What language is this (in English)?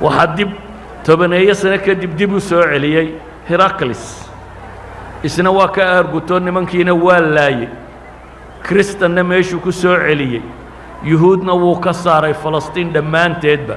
Somali